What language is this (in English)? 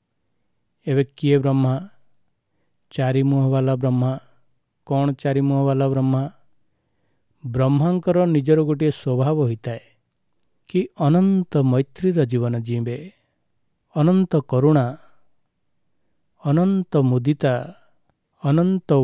Odia